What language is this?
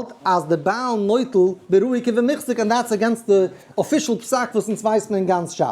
Yiddish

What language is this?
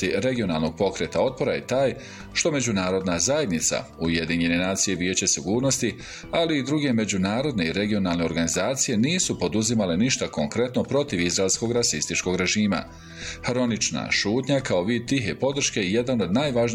Bosnian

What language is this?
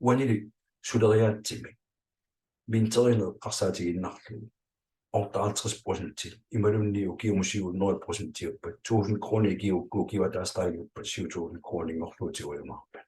Kalaallisut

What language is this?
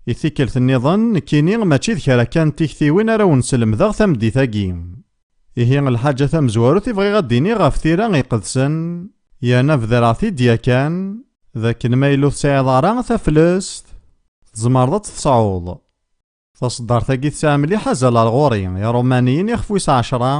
Kabyle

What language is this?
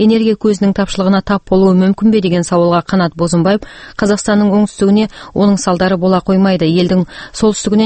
Kazakh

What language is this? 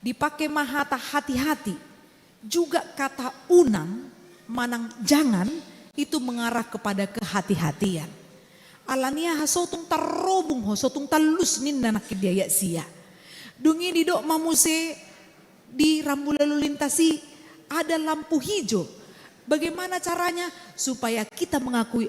Batak Toba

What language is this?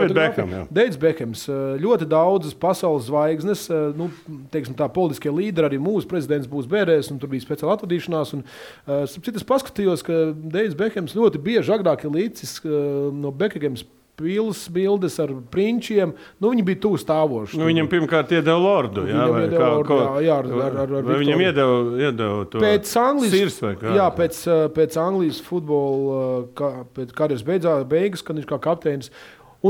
Latvian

